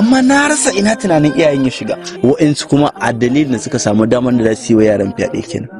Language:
Hausa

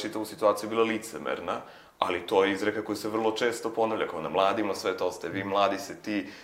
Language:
Serbian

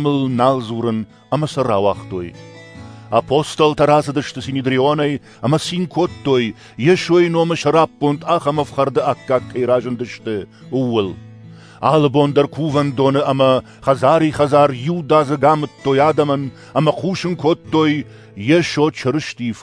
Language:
Ossetic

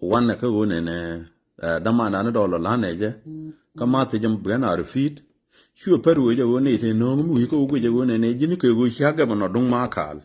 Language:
Nuer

